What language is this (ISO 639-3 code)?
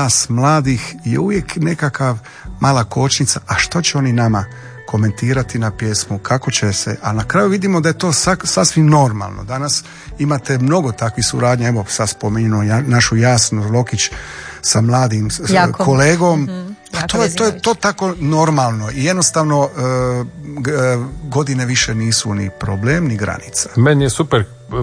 hrv